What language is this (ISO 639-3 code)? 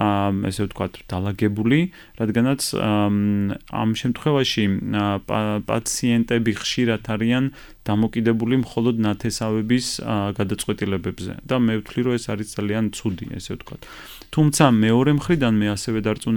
kat